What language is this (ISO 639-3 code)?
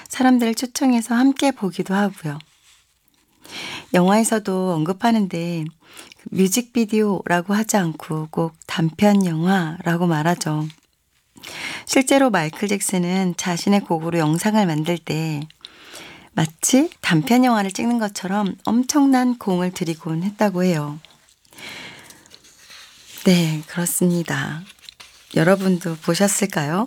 kor